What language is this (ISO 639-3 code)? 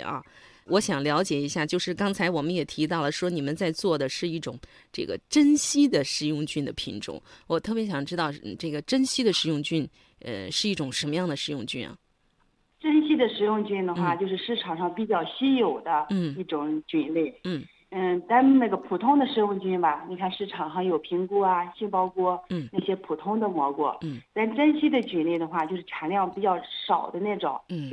zho